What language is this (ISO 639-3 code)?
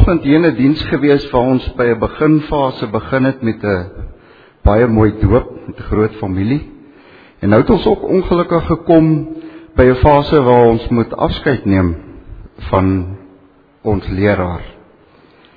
afr